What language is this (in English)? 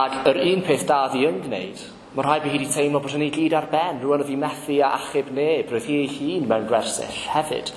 Welsh